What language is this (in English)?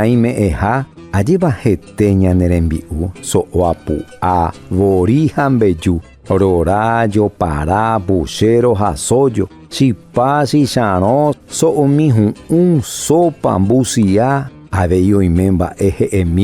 Guarani